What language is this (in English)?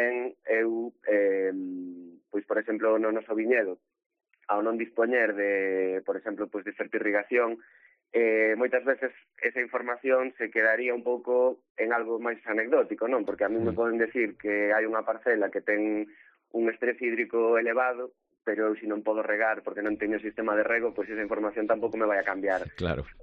Galician